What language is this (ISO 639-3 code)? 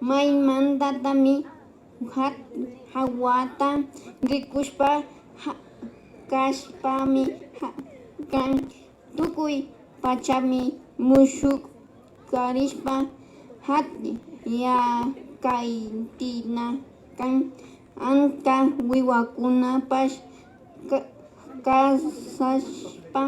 qvi